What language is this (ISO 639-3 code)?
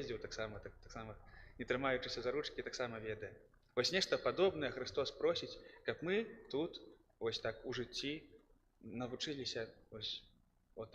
bel